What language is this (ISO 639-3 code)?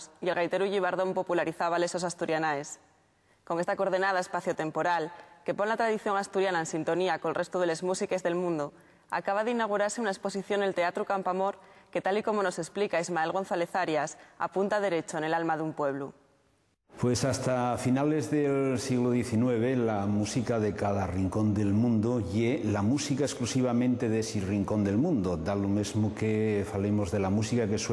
ast